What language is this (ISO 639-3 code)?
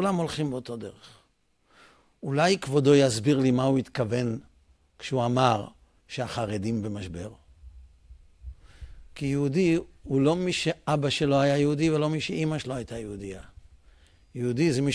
heb